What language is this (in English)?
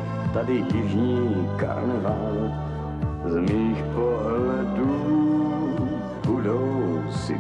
Czech